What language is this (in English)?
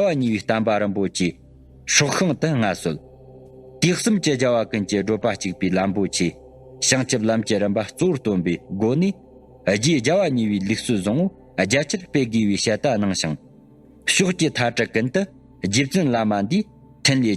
Tibetan